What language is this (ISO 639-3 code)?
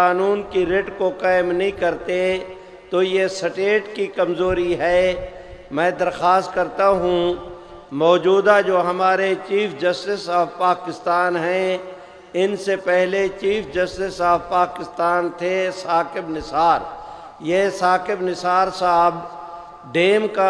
urd